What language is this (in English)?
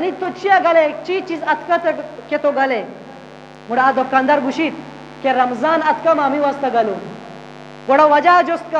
Eastern Balochi